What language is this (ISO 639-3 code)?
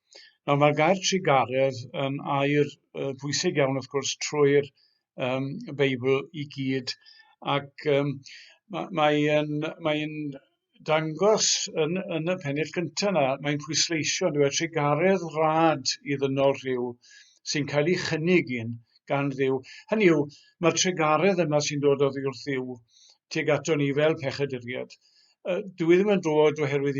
cym